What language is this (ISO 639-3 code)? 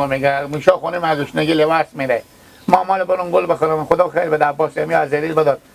fas